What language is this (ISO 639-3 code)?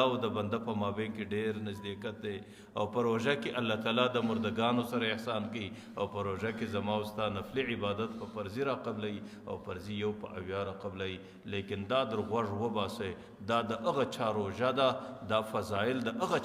pus